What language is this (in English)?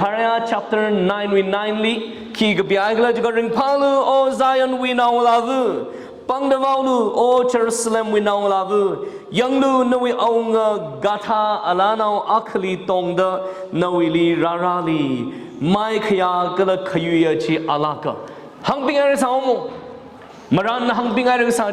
Tangkhul Naga (India)